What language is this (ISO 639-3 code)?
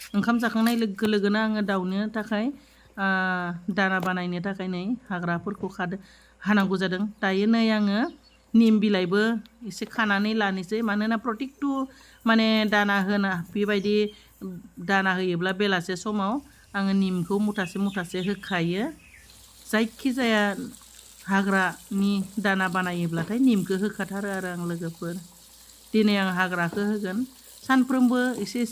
brx